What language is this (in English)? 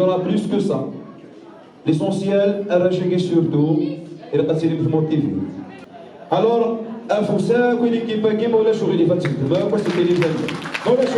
Kabyle